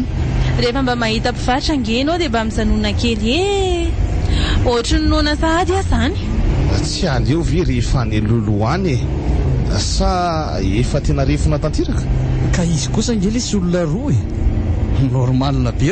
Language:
Malagasy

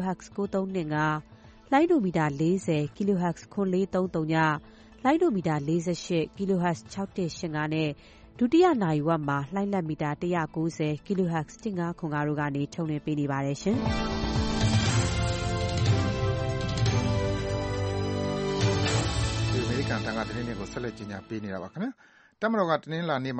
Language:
Burmese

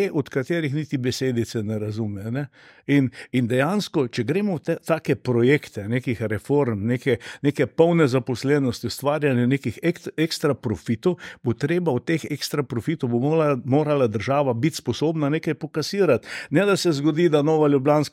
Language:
Slovenian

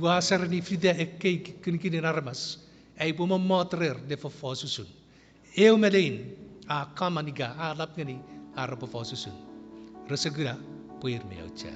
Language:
Chuukese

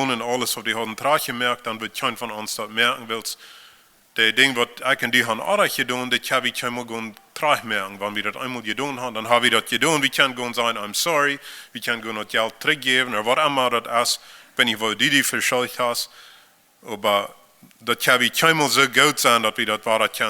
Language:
Plautdietsch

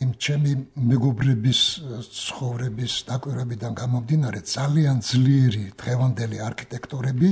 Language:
Georgian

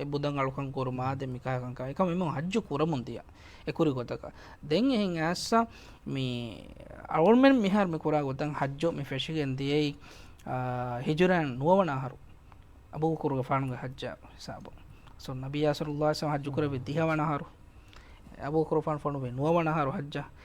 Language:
Divehi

